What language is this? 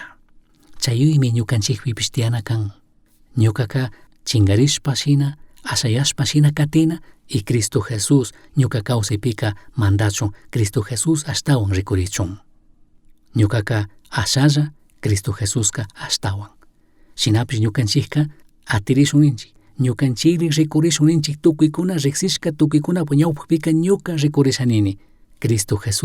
Chimborazo Highland Quichua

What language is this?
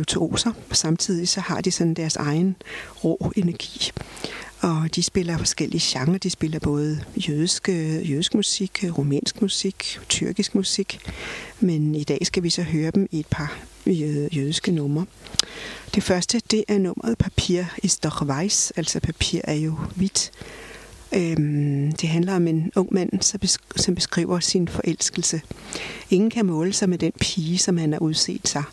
Danish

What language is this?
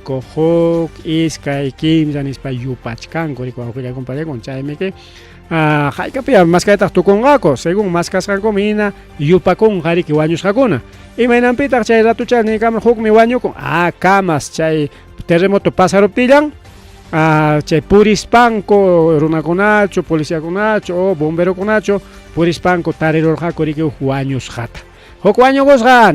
Ayacucho Quechua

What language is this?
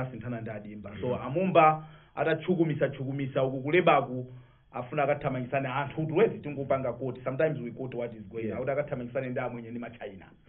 Nyanja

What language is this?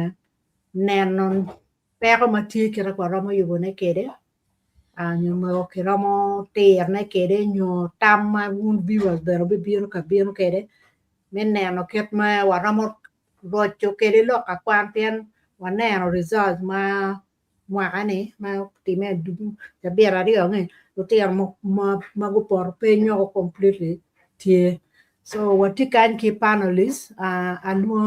Acoli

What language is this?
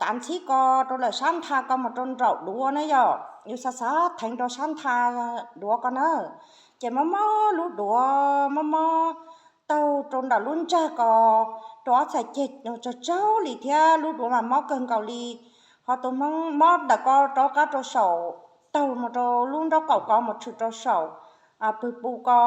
Hmong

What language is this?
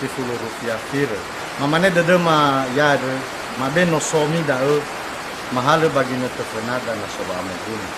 Nias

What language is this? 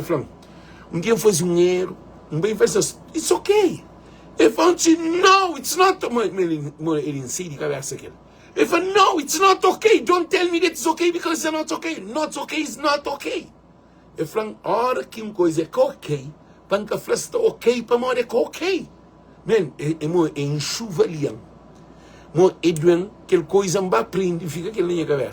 Kabuverdianu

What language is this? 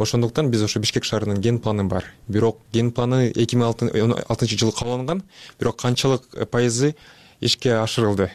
Kyrgyz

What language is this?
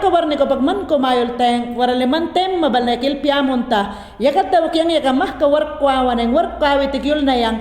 Mayangna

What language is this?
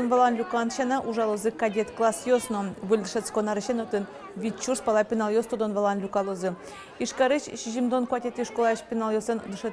Udmurt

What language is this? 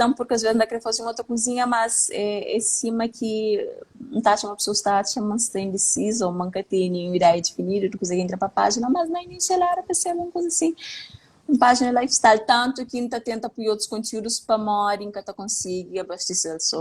Kabuverdianu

